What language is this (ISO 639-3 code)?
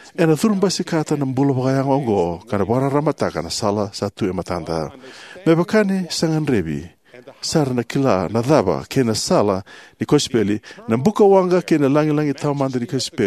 fij